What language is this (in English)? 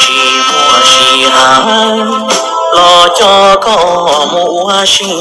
Hmong